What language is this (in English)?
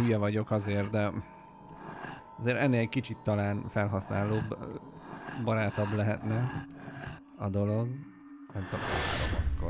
Hungarian